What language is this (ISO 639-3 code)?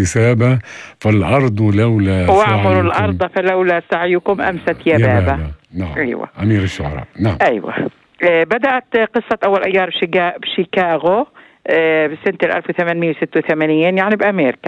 apc